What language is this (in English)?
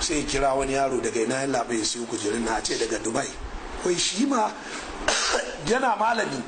Hausa